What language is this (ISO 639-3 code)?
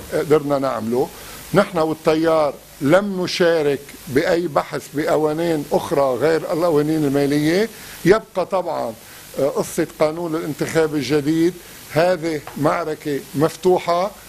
apc